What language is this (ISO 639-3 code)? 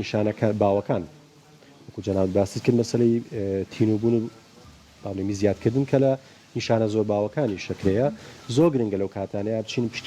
ckb